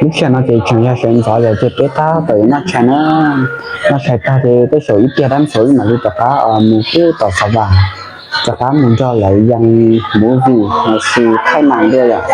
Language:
Hmong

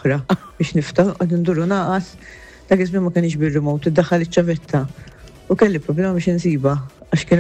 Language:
Maltese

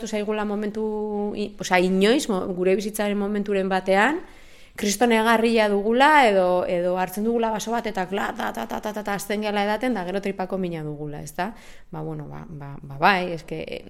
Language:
Basque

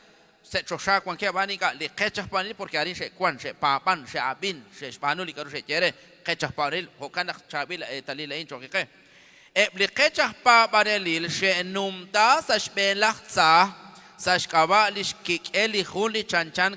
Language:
Kekchí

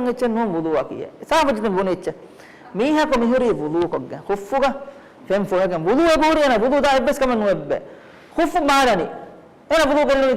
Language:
Divehi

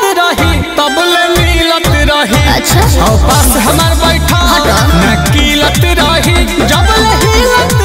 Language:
Bhojpuri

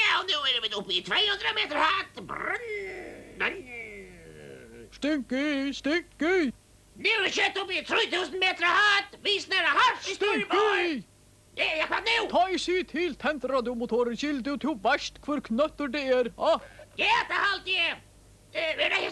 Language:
Faroese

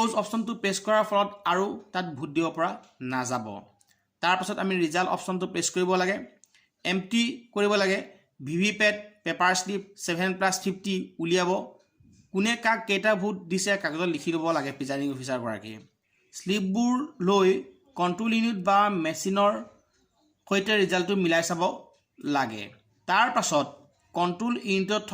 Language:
Assamese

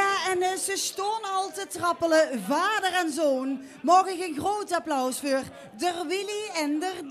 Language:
Limburgish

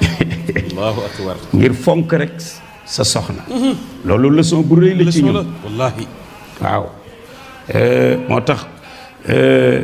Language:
Wolof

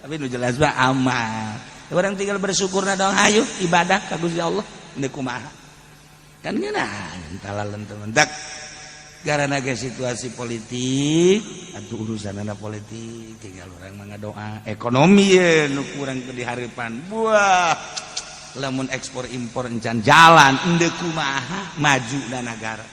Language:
Sundanese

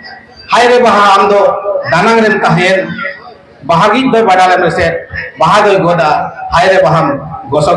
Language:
Santali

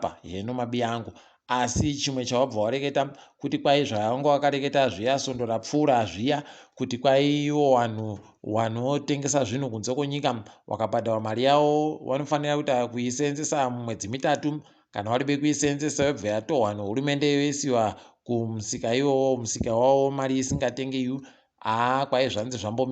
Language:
Ndau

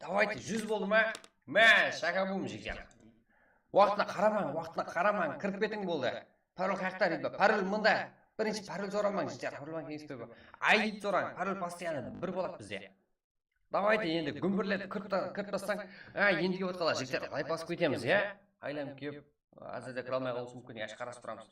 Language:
Kara-Kalpak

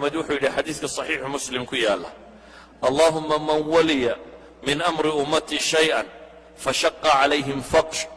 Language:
Somali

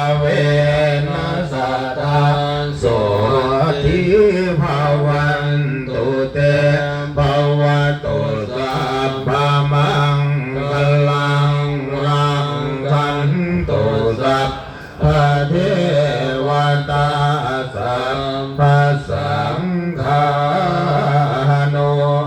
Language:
Pali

